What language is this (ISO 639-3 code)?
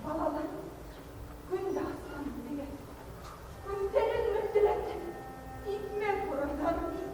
bak